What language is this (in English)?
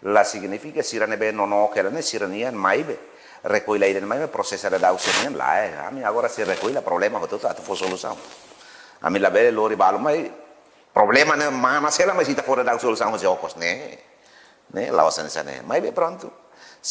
Tetum